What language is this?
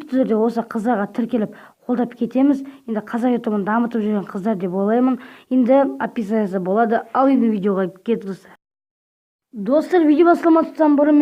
Kazakh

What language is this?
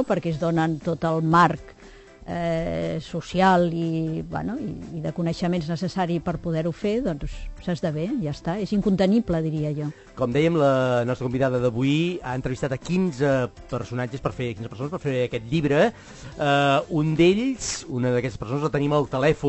Catalan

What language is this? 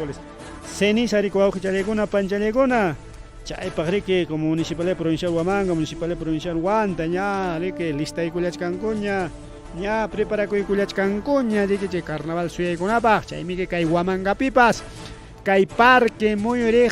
Ayacucho Quechua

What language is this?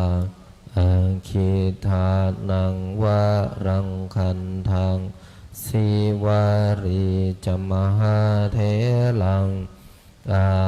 Pali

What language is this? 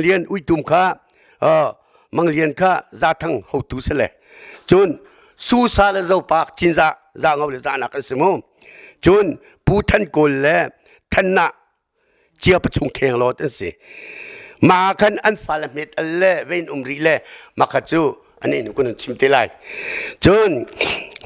Hakha Chin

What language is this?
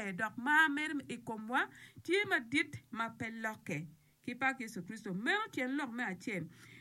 Acoli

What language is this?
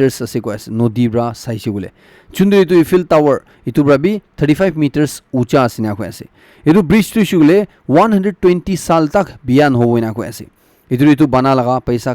Naga Pidgin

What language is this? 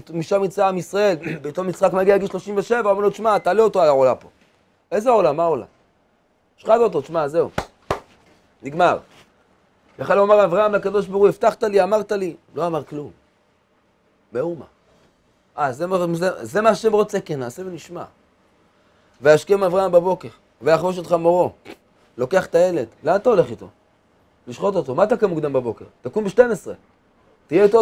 Hebrew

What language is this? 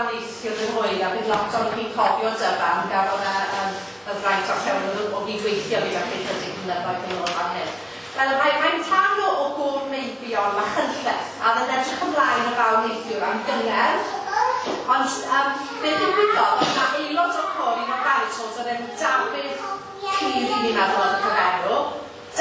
Welsh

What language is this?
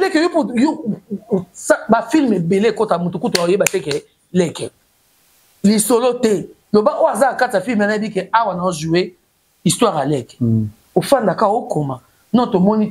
Lingala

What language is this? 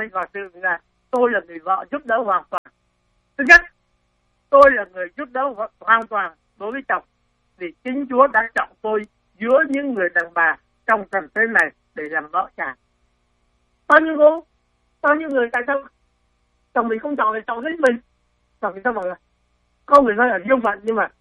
Vietnamese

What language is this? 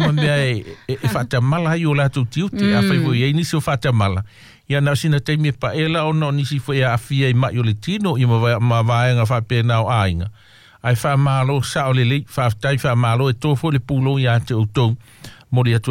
Samoan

